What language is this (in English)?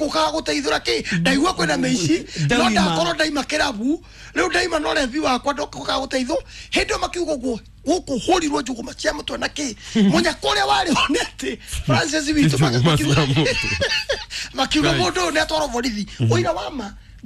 Kikuyu